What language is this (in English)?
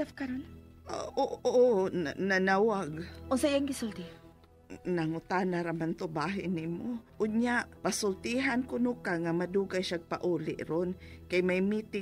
Cebuano